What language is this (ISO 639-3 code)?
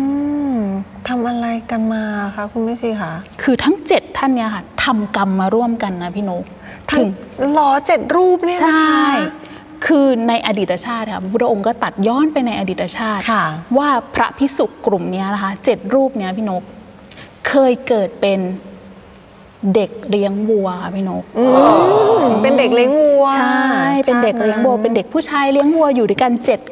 tha